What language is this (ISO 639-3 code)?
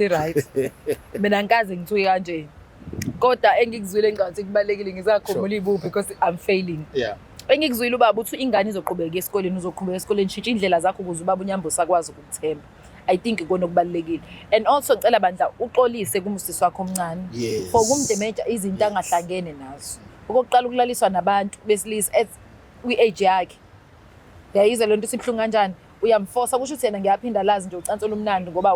zul